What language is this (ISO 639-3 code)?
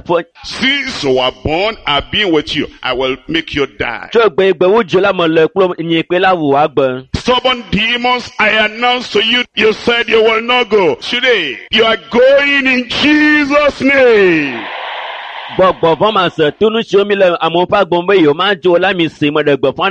ewe